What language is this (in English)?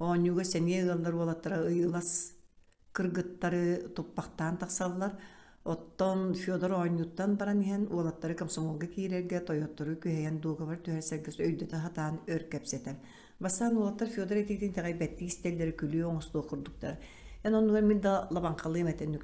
Yakut